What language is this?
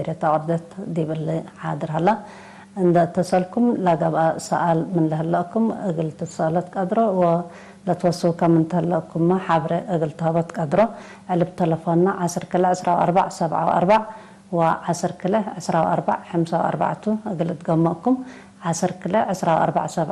Tigre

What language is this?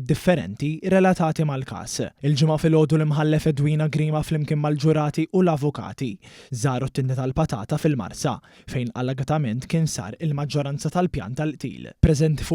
Maltese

